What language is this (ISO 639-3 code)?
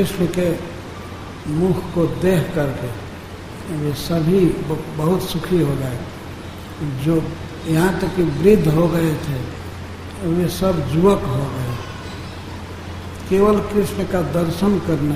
hin